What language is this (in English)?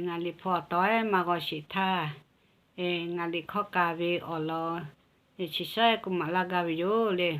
Lahu